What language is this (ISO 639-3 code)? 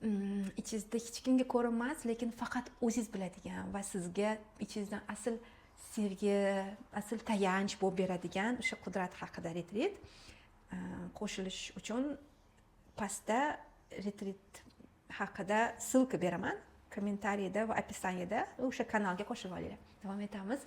uzb